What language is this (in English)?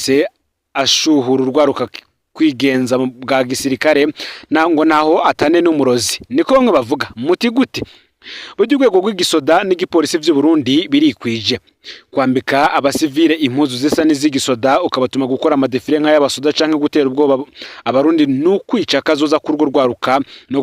Rundi